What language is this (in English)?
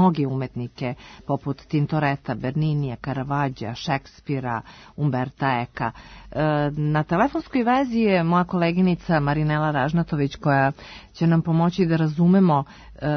Serbian